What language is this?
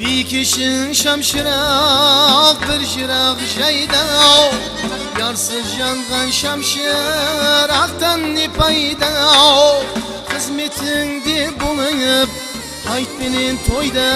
Kara-Kalpak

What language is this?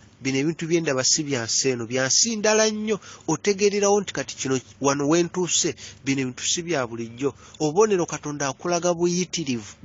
Ganda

